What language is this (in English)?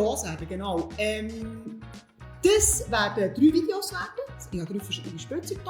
Swiss German